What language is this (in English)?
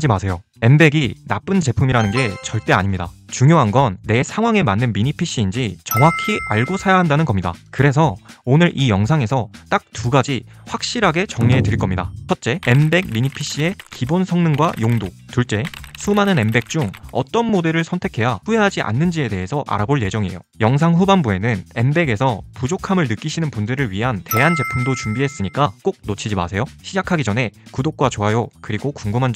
Korean